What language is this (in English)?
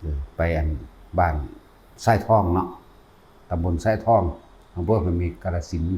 Northeastern Thai